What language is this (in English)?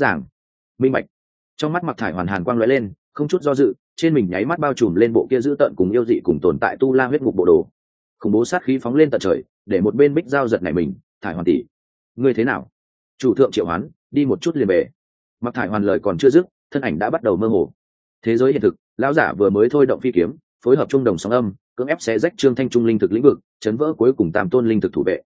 Vietnamese